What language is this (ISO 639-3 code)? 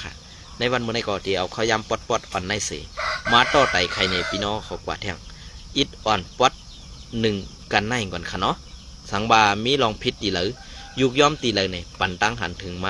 shn